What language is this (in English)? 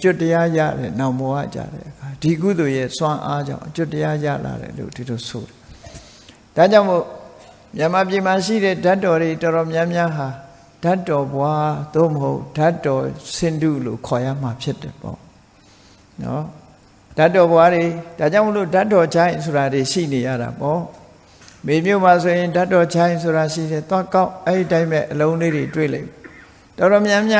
Burmese